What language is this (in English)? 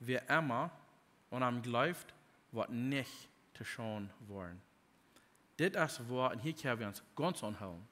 Plautdietsch